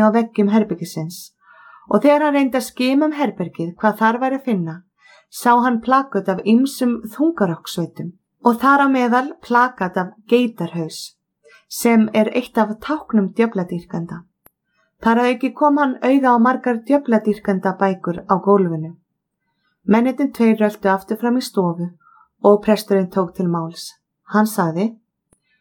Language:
Icelandic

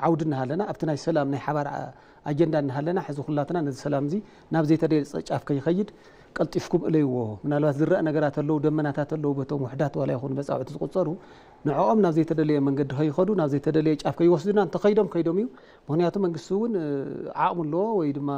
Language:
Tigrinya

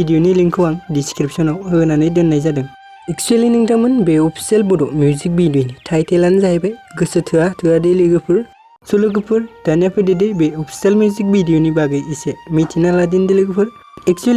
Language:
Bodo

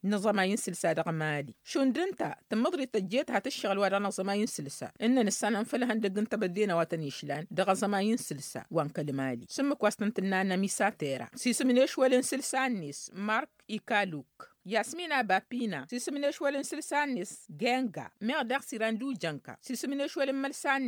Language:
Tamasheq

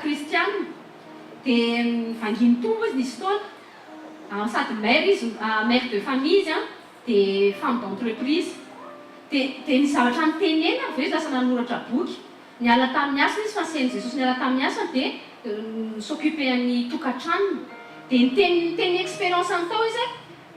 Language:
Malagasy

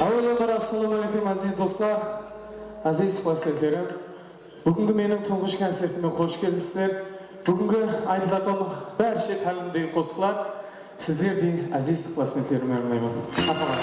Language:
Kara-Kalpak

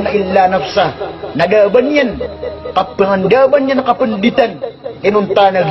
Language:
Maranao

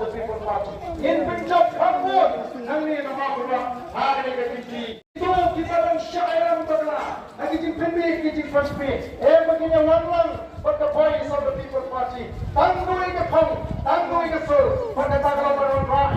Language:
Khasi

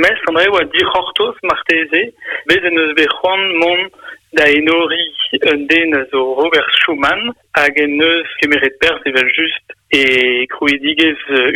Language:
Breton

